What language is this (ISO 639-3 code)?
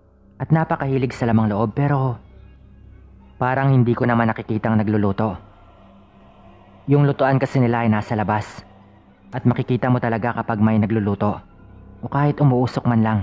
fil